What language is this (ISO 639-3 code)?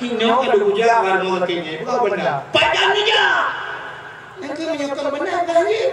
ace